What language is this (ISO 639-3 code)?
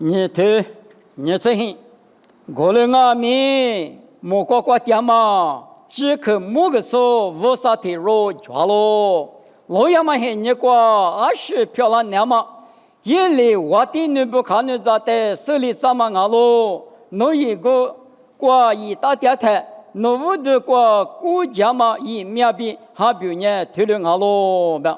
lis